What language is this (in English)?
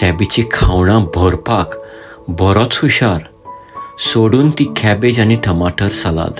Konkani